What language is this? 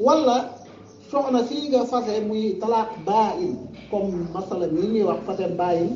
Wolof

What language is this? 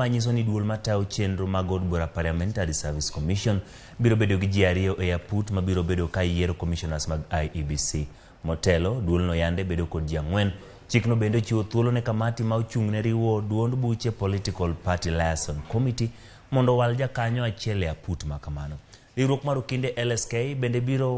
Luo (Kenya and Tanzania)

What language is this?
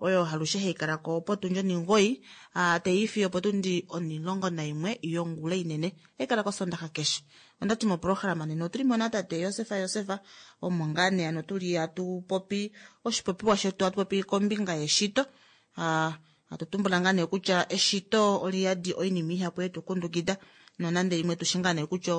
Kuanyama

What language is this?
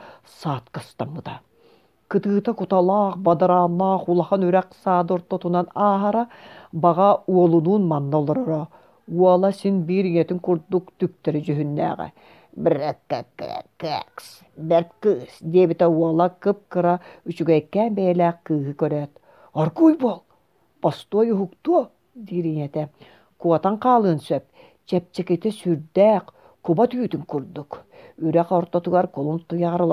Yakut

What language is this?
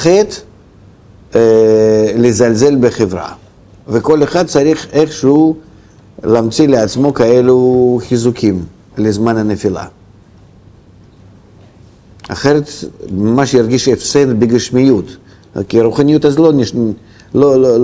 Hebrew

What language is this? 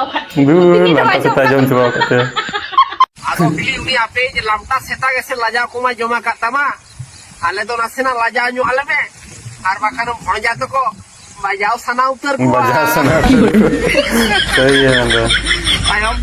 Santali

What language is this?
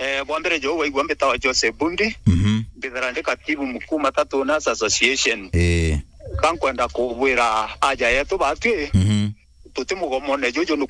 Meru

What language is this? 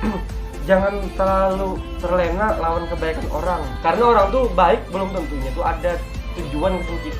Banjar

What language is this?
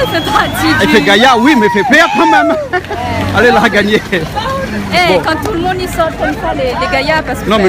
Réunion Creole French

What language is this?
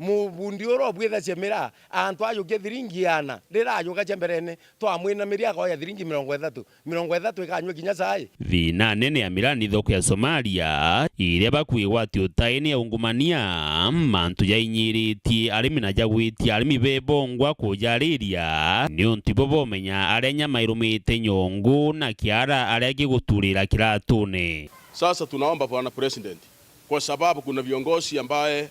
Meru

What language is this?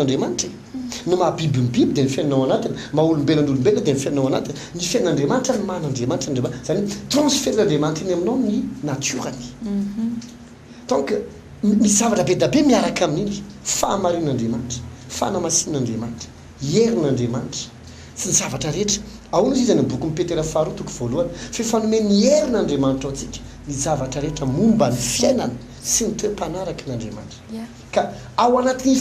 Malagasy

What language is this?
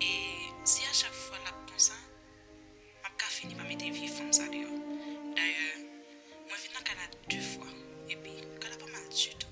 Haitian Creole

